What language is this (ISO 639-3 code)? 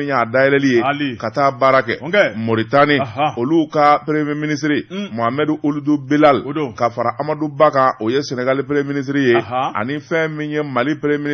bam